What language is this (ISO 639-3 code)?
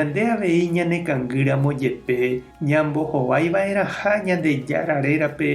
grn